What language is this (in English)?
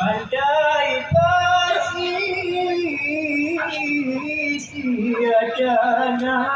Minangkabau